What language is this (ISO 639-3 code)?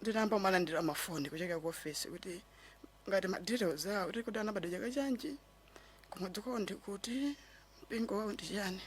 nya